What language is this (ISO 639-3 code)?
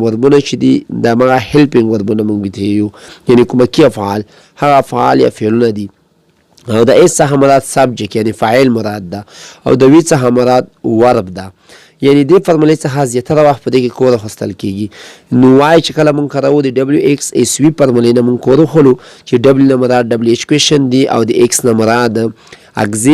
pus